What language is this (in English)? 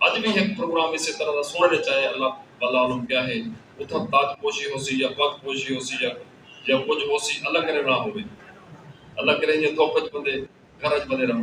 Saraiki